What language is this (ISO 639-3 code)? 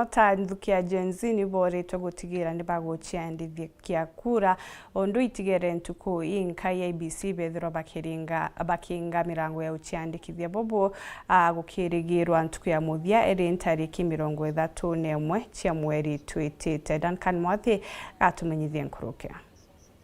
mer